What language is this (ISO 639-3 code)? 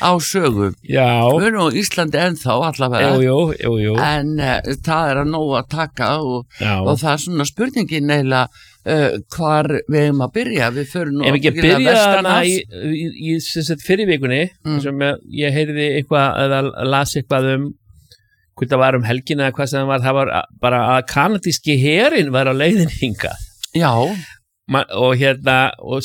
isl